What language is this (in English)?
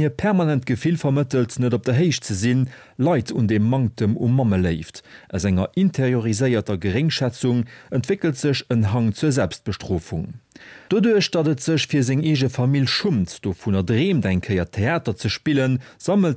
Luxembourgish